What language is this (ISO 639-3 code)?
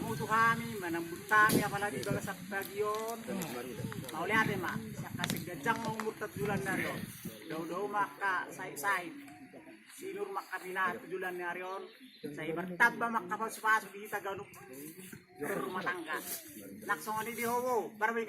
bbc